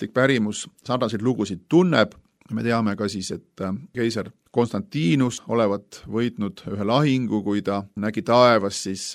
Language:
Estonian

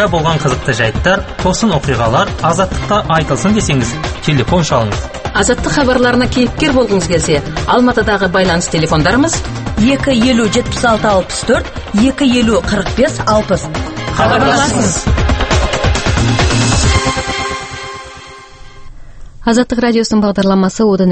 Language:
Kazakh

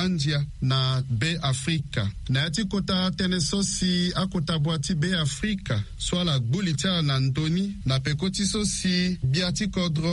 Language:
Sango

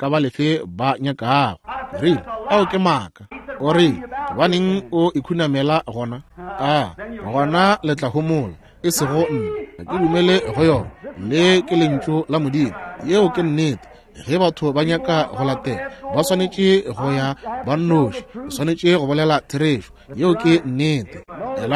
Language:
Northern Sotho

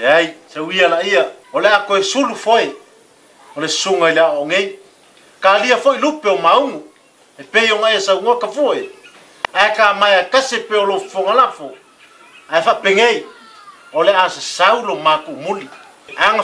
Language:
Samoan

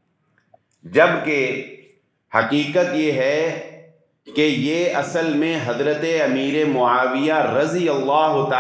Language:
Urdu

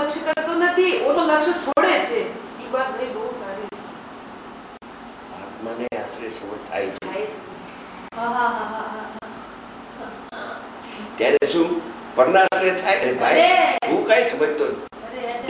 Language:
Gujarati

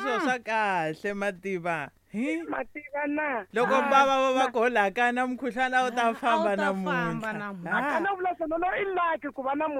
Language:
Tsonga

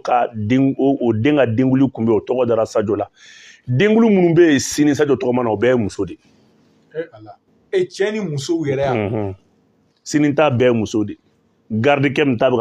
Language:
Bambara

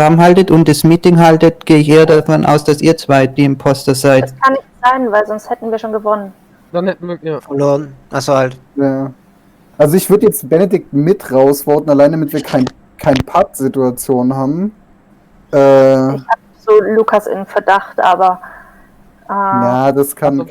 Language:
Swiss German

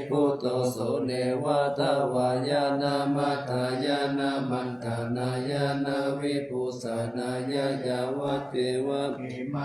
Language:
Pali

